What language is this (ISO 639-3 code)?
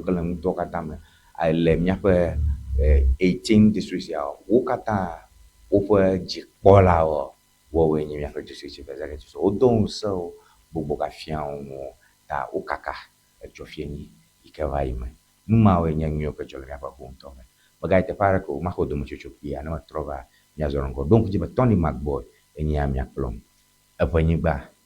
ewe